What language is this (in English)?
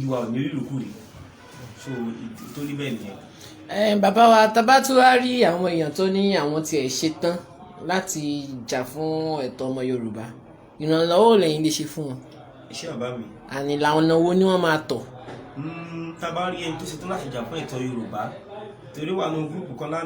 Yoruba